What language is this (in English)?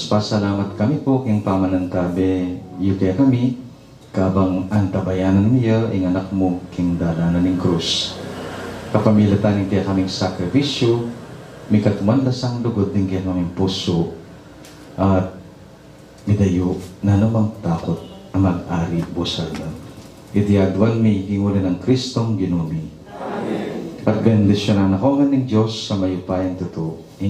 Pampanga